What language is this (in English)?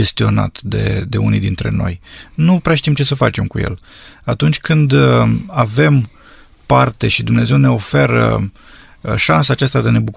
Romanian